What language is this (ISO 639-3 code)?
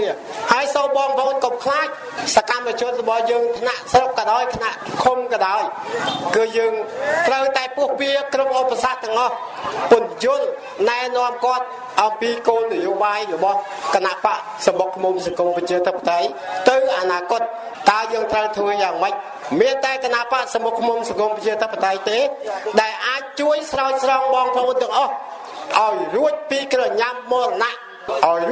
khm